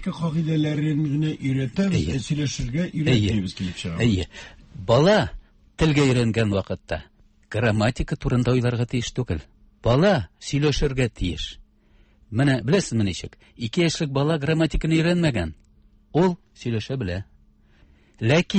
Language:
Tatar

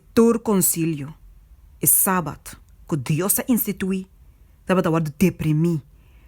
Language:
Papiamento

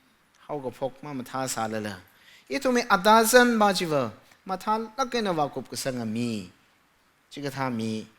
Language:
Tangkhul Naga (India)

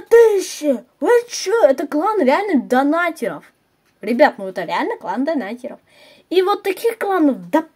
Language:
Russian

